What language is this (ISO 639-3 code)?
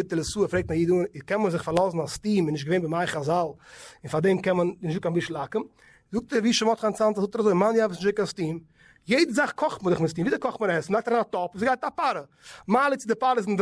yid